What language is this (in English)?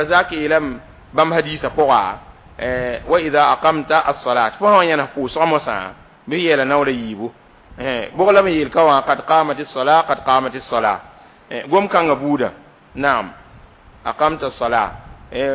Mossi